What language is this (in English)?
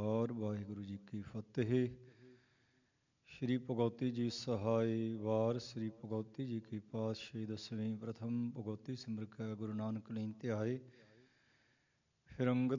Punjabi